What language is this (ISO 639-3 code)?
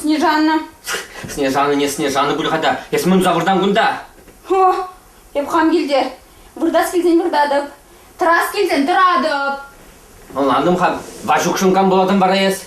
chv